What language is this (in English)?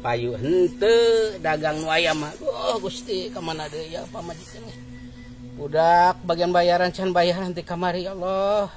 Sundanese